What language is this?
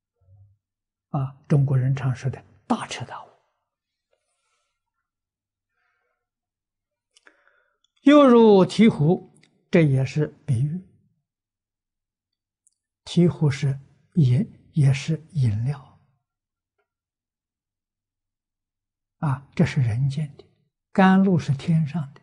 Chinese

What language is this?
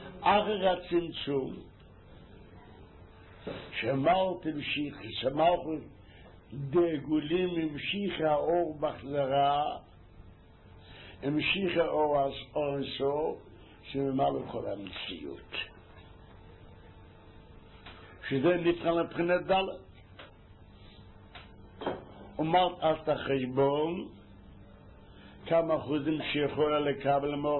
Hebrew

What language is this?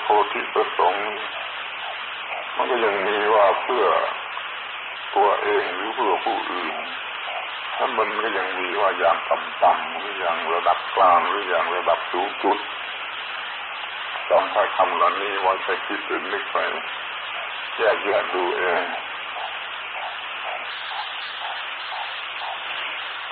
Thai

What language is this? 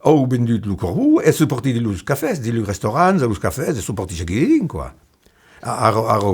Occitan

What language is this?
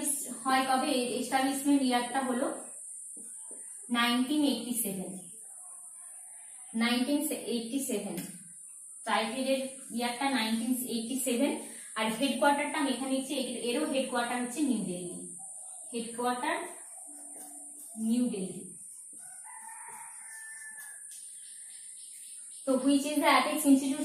Bangla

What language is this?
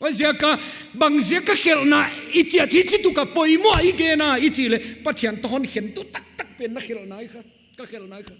Paite Chin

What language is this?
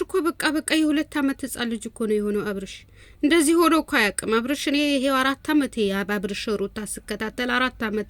Amharic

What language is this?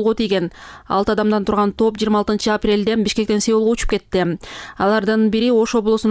Kyrgyz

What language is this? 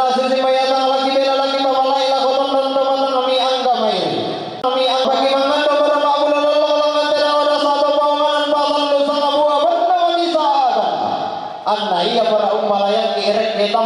Toraja-Sa'dan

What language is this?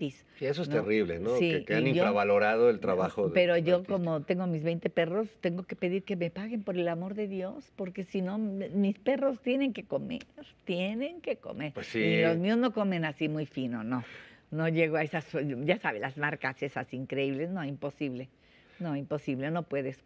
Spanish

